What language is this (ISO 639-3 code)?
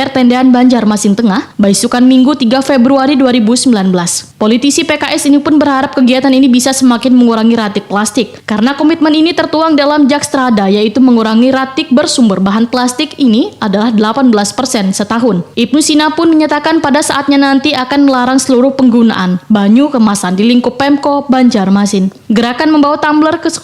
bjn